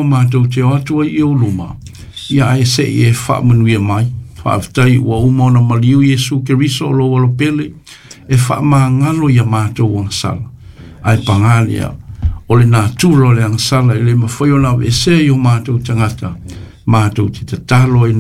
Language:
Samoan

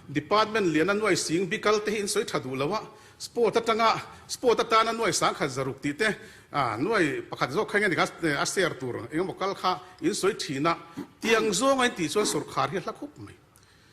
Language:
Mizo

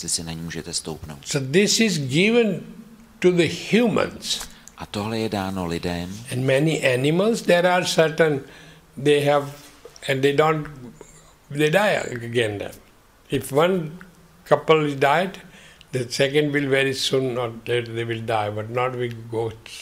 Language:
Czech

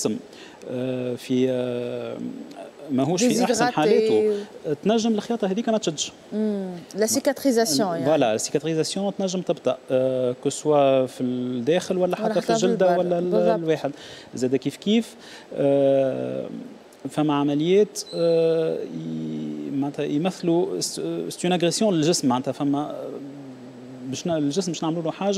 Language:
Tunisian Arabic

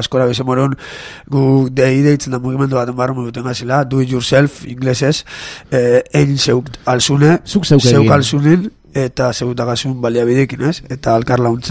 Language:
Basque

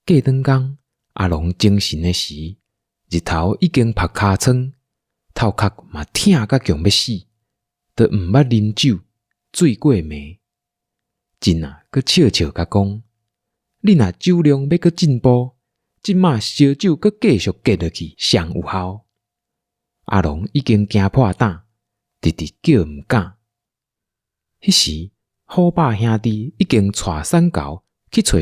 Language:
Min Nan Chinese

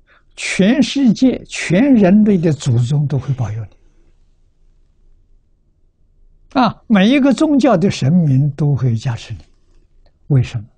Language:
Chinese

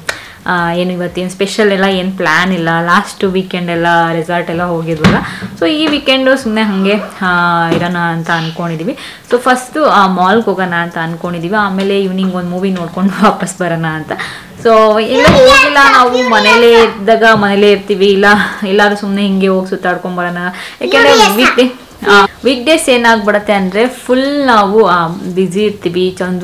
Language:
Kannada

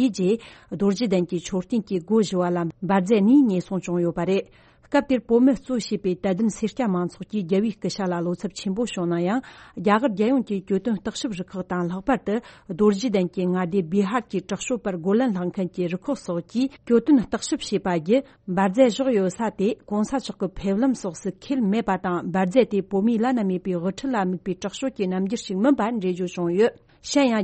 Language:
Tibetan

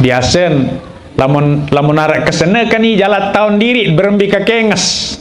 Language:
Sasak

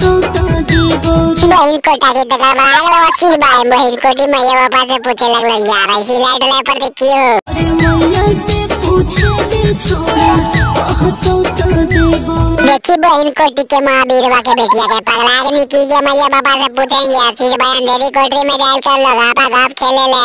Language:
Magahi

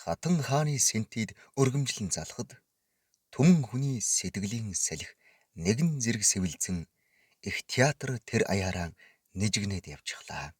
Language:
Mongolian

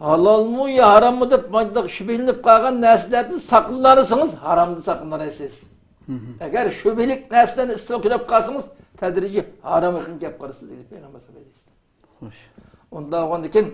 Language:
Uyghur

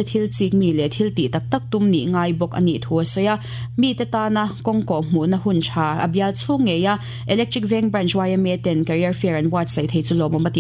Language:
Mizo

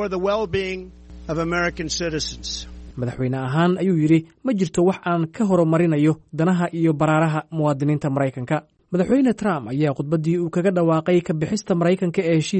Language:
Somali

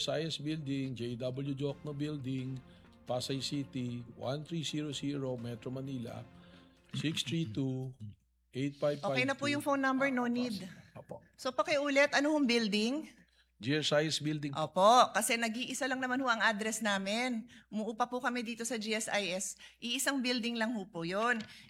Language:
Filipino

